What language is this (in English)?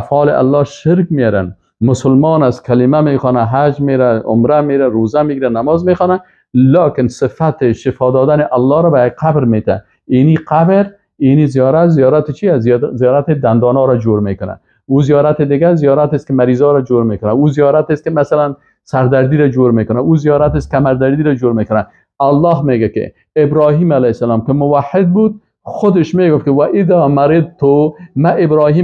Persian